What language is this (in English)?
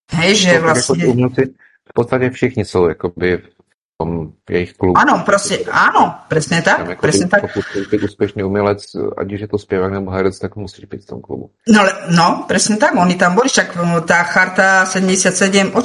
Czech